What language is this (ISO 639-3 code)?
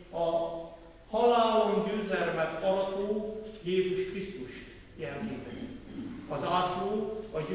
hun